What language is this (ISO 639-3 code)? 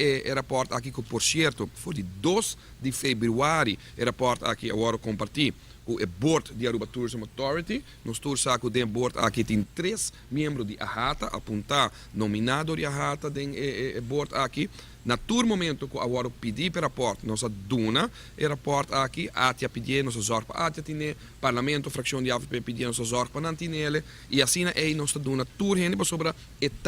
pap